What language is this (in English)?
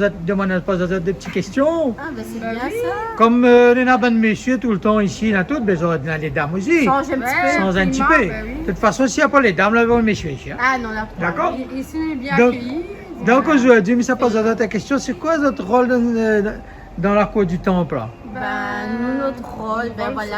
Réunion Creole French